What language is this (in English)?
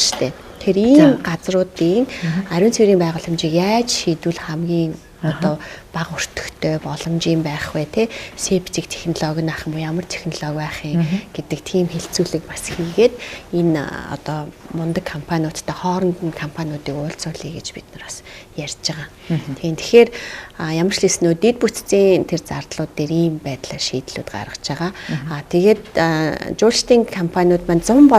Mongolian